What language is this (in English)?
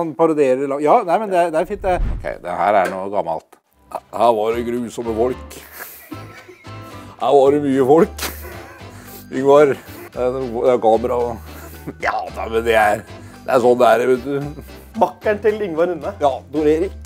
Norwegian